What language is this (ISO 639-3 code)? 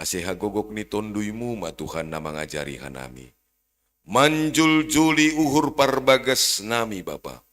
bts